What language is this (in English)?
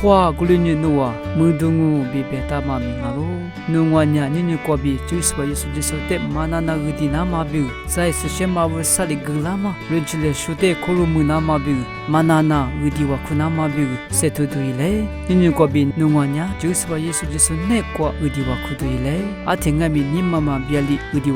Lisu